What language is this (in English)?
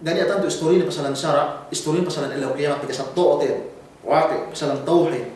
Yakan